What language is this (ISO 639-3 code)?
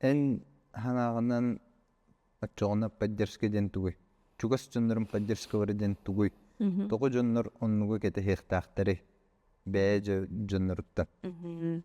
sah